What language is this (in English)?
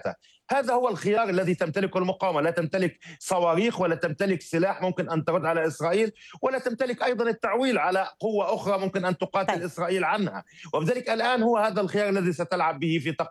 Arabic